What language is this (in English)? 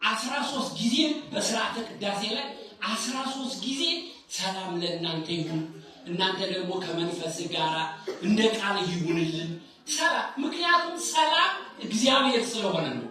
Amharic